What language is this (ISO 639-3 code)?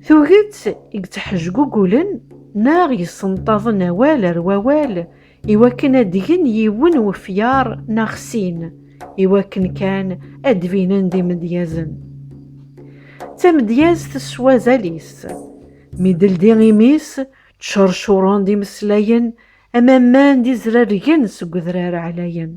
kab